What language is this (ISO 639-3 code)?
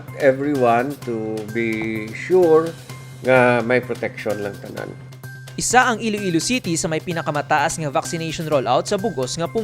hil